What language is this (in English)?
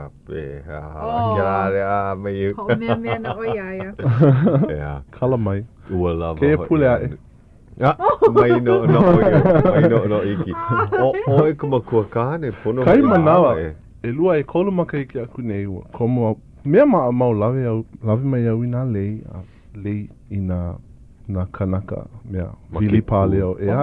Hawaiian